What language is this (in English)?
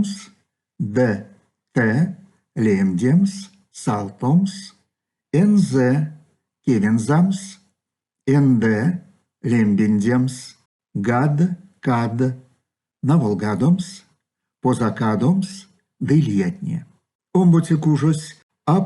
Erzya